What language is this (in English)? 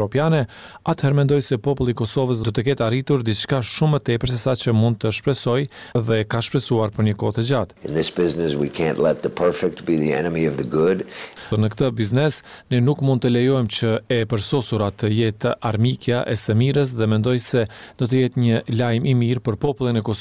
Albanian